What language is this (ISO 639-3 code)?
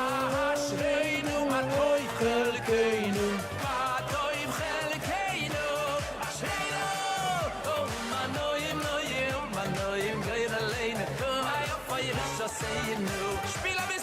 yid